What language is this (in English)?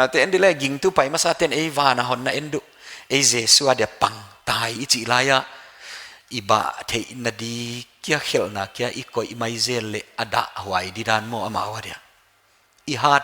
Paite Chin